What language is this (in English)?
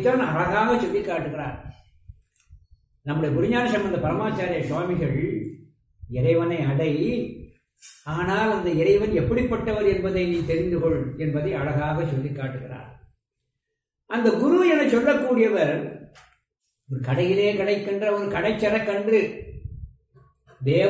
Tamil